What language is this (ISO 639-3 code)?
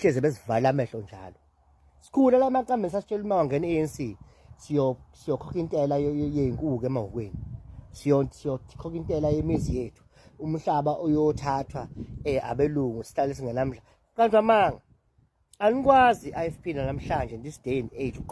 zul